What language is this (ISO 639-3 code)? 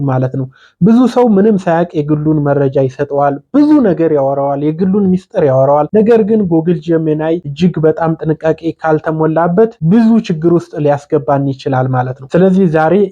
amh